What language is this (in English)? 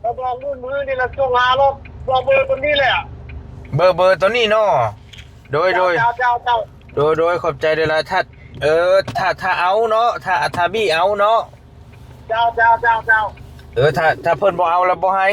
Northeastern Thai